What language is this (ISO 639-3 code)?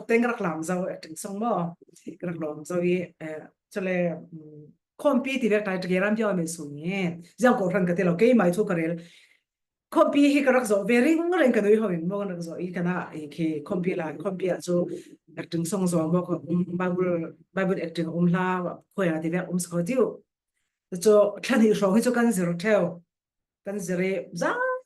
cfm